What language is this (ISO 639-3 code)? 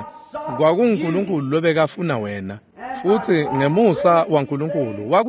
ssw